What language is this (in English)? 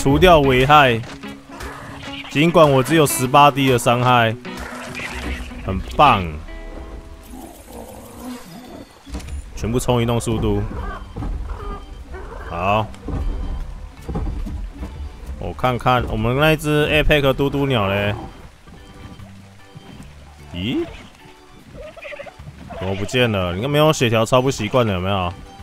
Chinese